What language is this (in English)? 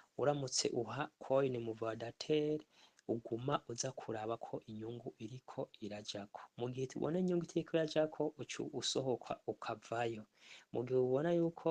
Rundi